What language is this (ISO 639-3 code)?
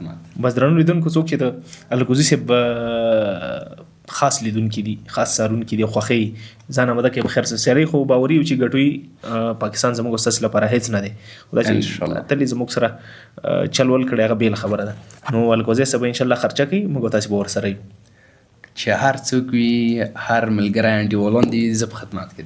pus